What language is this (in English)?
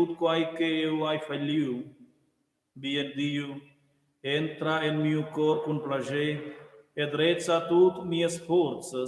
Romansh